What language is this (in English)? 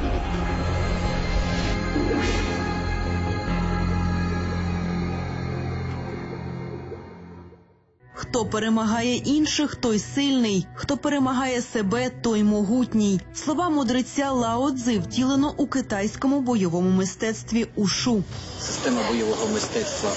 Ukrainian